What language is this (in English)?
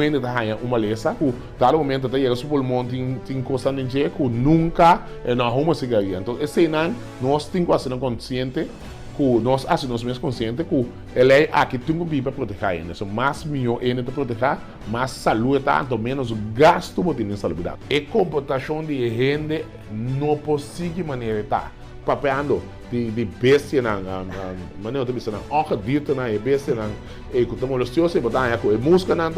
Papiamento